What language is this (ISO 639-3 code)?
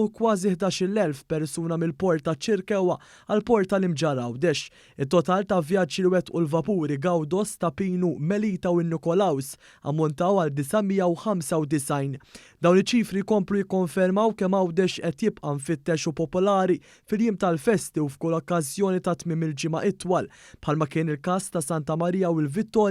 mlt